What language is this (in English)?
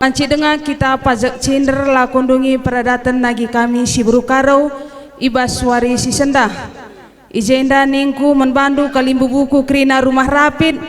Batak Karo